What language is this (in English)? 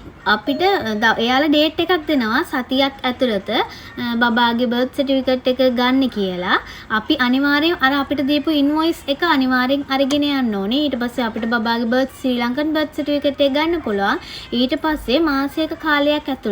Sinhala